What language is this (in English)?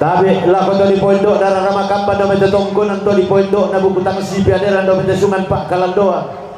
Toraja-Sa'dan